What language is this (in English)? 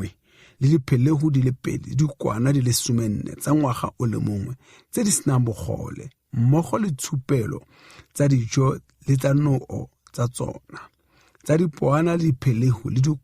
Tswana